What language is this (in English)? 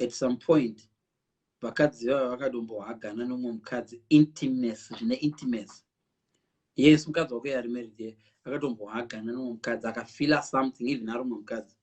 Shona